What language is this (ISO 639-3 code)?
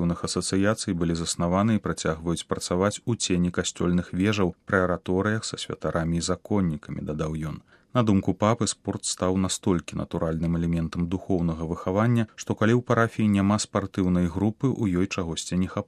bel